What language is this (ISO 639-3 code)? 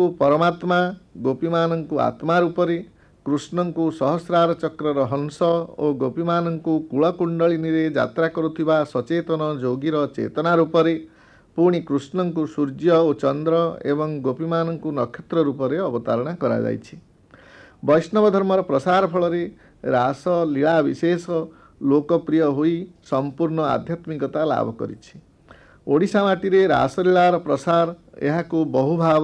ori